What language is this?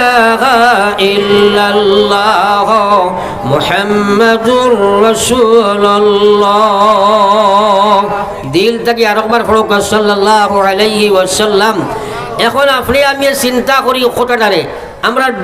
Sylheti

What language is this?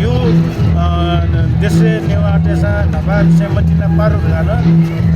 Newari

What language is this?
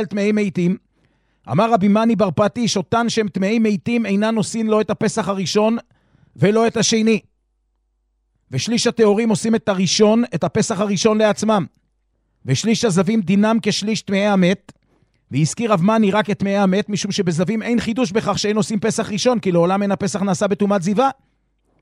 Hebrew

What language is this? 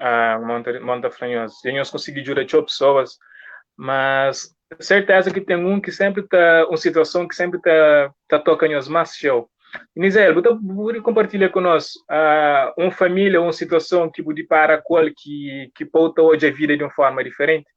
Kabuverdianu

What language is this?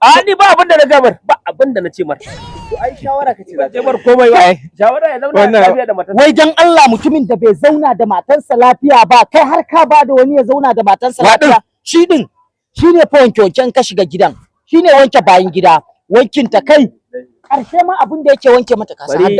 Hausa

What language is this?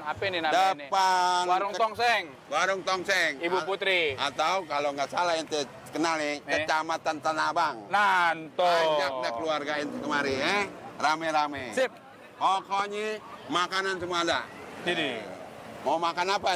Betawi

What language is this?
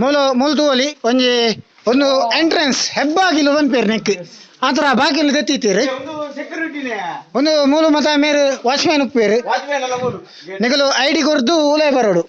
Tulu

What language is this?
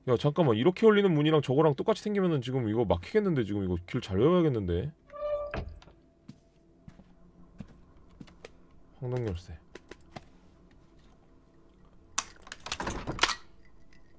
Korean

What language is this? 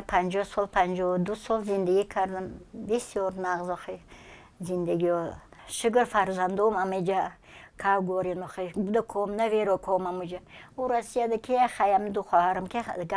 Tajik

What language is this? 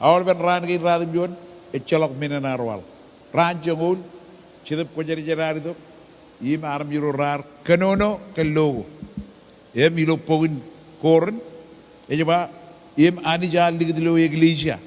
Marshallese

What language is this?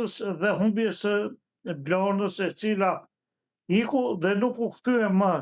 Albanian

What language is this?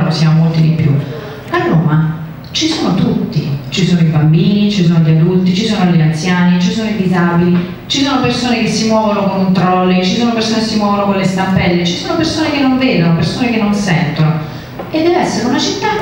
Italian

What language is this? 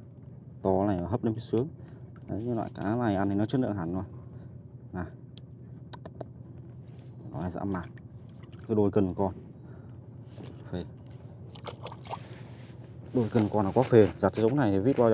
Vietnamese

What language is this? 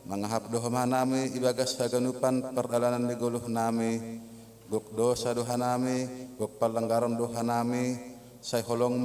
Batak Simalungun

